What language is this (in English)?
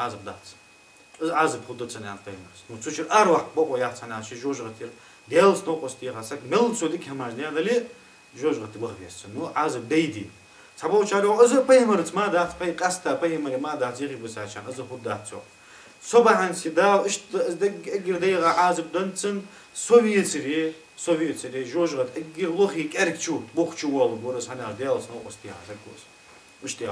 Ingush